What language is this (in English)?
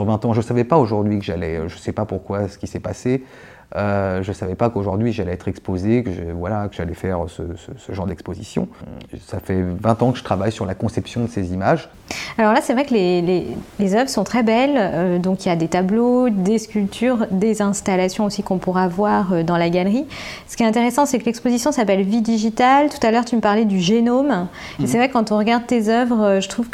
French